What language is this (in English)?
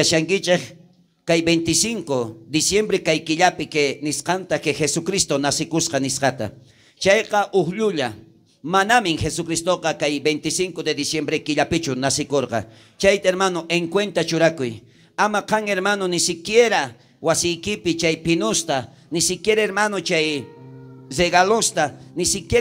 South Bolivian Quechua